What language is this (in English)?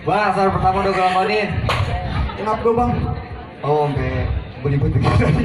Betawi